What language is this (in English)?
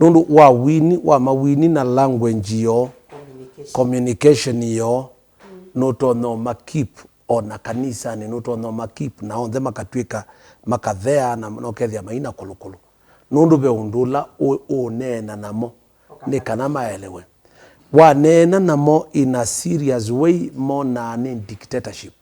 Kamba